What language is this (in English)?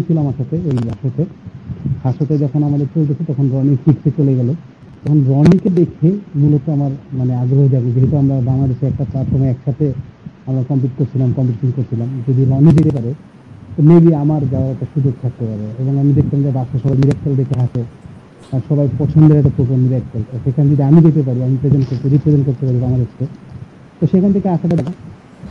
Bangla